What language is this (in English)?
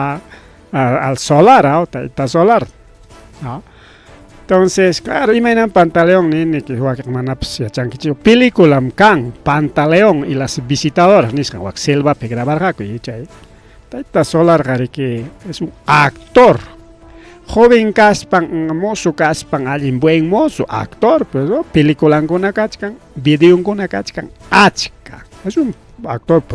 Ayacucho Quechua